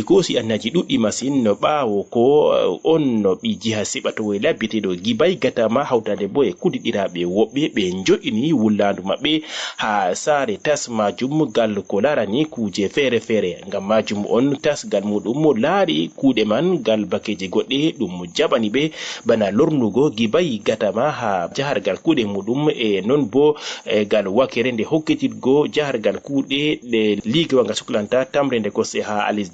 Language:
Fula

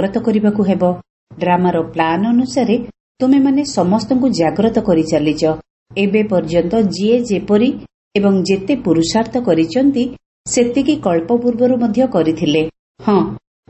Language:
Odia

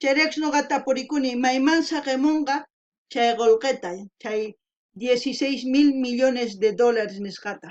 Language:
South Bolivian Quechua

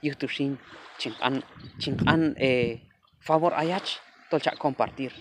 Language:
Q'anjob'al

